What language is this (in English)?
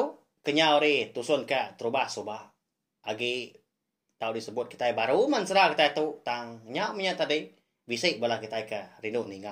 Iban